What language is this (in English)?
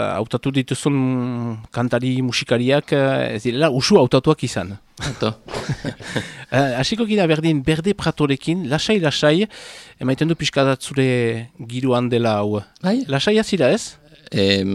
Basque